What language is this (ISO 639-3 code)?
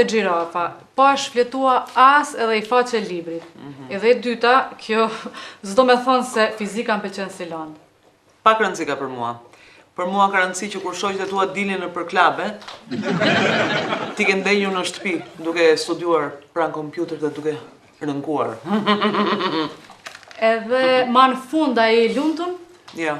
sqi